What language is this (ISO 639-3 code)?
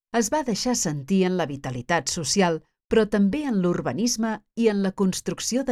cat